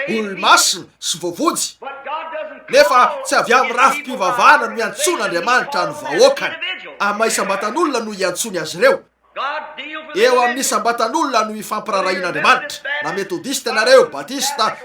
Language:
Malagasy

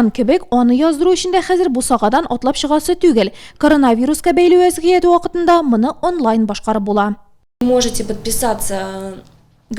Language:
Tatar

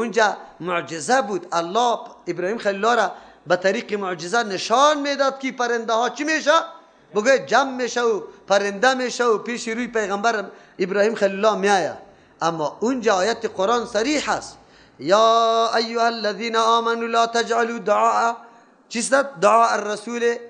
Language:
Persian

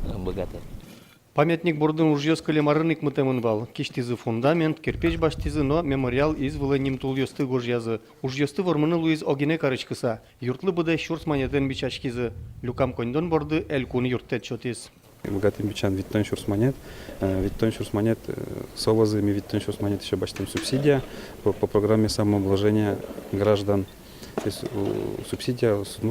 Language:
Udmurt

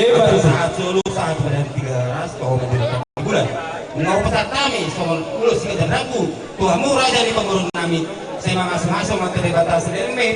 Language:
Batak Toba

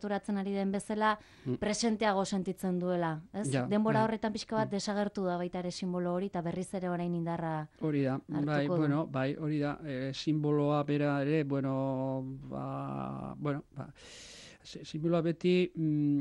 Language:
Basque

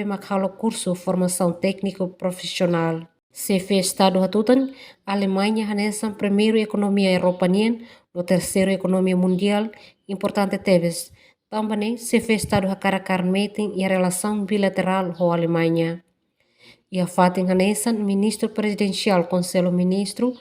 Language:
Tetum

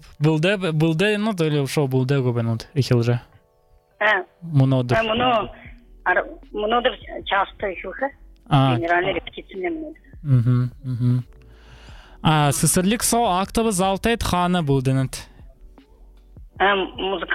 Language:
Buriat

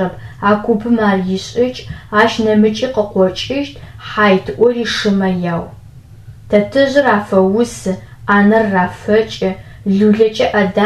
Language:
Adyghe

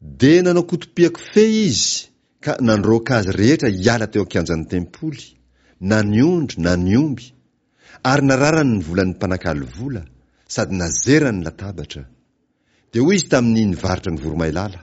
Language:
Malagasy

